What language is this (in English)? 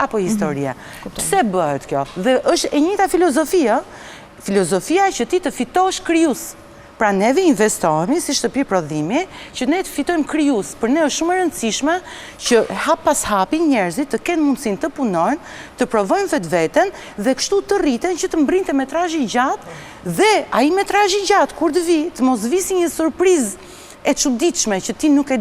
Albanian